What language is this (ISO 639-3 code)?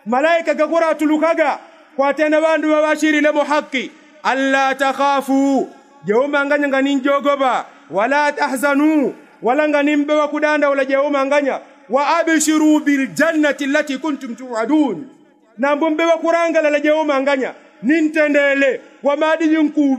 yao